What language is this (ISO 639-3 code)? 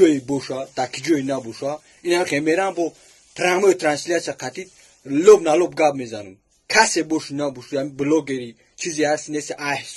tgk